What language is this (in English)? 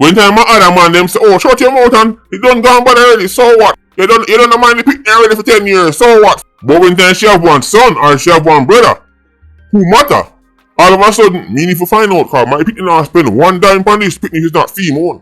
Jamaican Creole English